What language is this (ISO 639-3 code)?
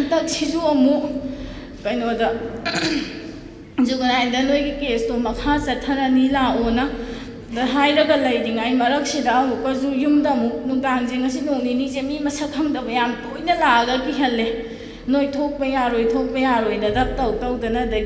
mni